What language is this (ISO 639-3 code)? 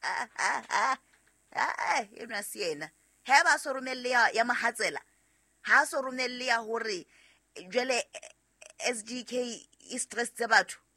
sot